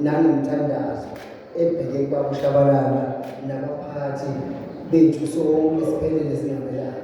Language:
Zulu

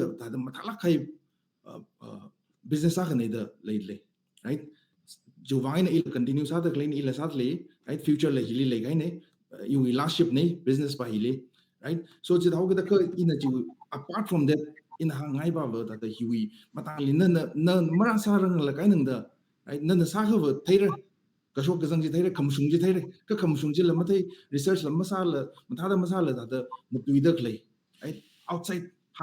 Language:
Tangkhul Naga (India)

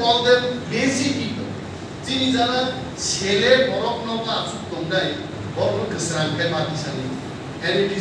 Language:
Kok Borok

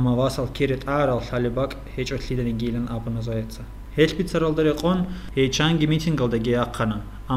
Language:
Avaric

